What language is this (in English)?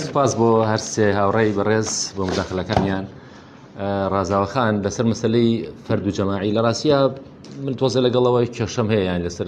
Central Kurdish